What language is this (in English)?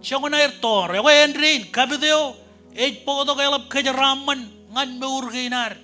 Marshallese